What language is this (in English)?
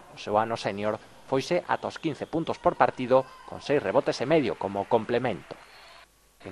Galician